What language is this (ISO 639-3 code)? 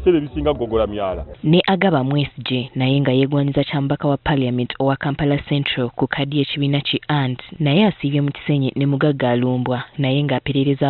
lug